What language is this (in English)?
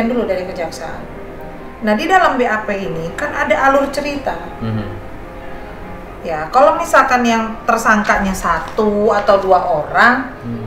Indonesian